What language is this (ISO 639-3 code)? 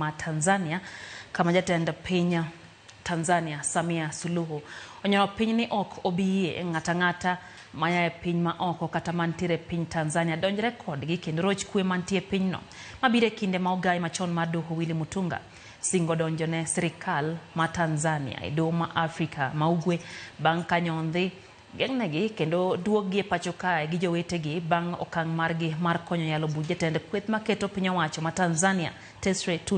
luo